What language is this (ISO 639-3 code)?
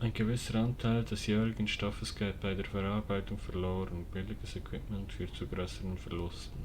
gsw